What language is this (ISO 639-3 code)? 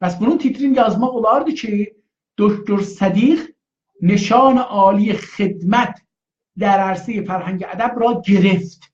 azb